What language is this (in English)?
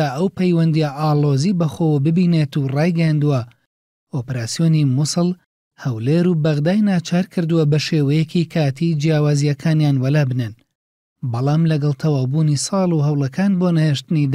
Central Kurdish